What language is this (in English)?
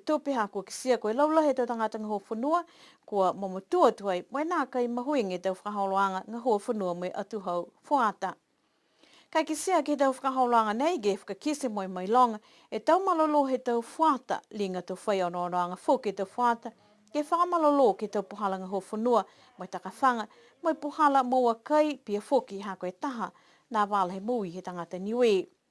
Niuean